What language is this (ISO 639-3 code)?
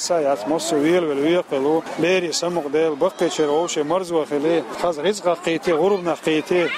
che